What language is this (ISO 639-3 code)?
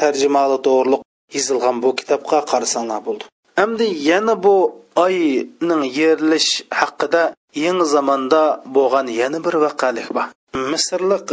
uig